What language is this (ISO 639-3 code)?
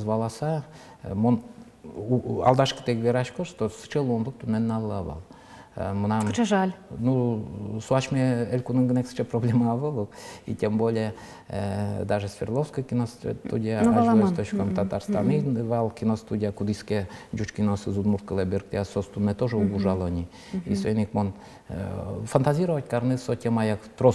udm